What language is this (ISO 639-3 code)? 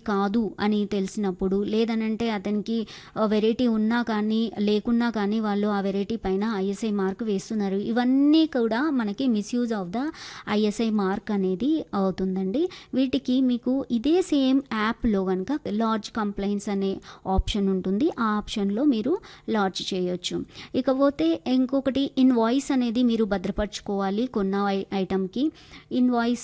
tel